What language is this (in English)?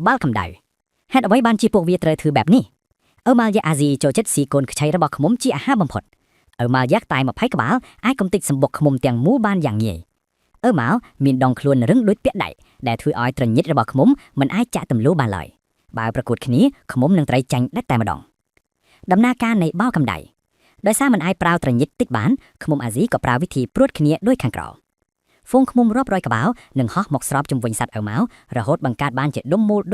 Khmer